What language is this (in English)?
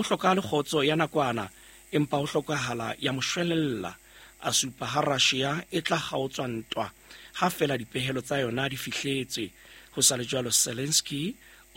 Southern Sotho